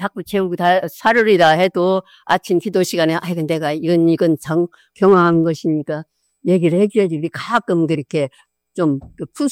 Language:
Korean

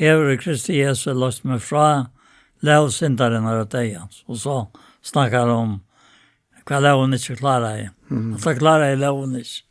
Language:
Faroese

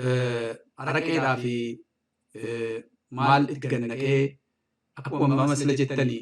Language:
Oromo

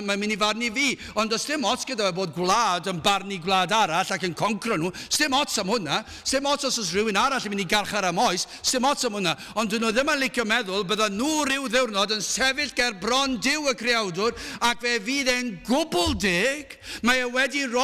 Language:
Welsh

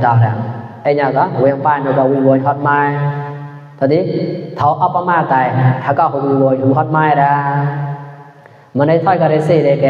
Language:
Mon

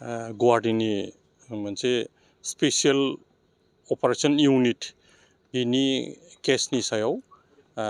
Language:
Bodo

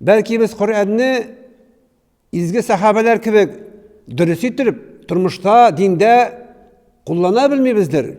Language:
Tatar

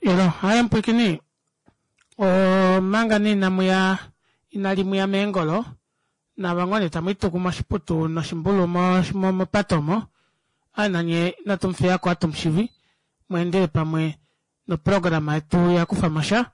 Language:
Kuanyama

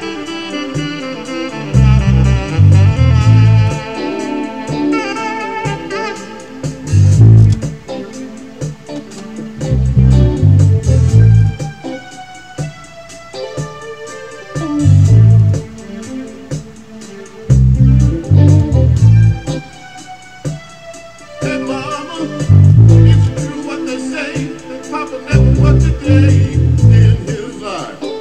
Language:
English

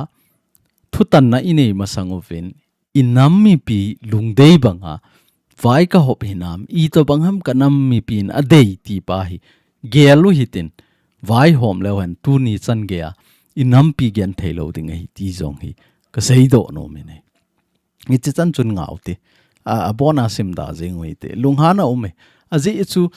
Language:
Thado Chin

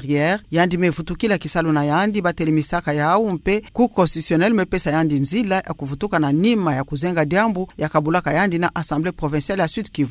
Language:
Kituba (Democratic Republic of Congo)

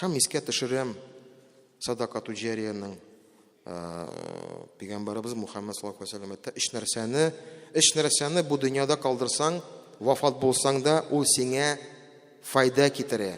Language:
Tatar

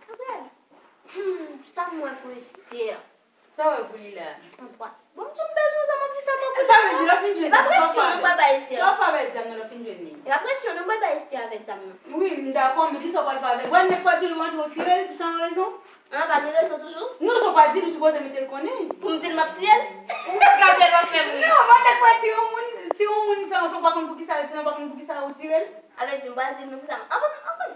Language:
Haitian Creole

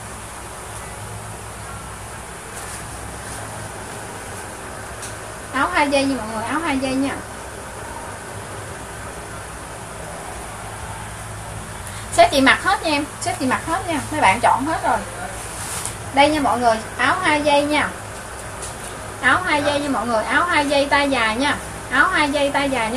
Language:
Vietnamese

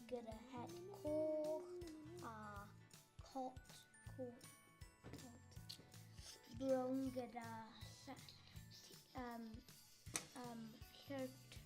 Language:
Welsh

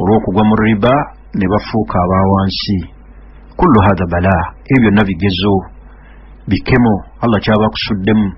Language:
Ganda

